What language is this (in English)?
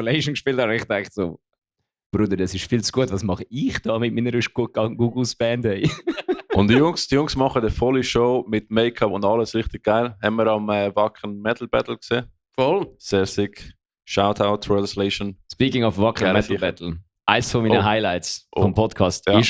Swiss German